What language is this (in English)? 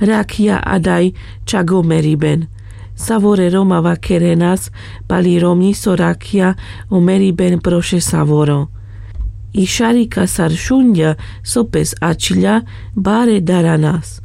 Carpathian Romani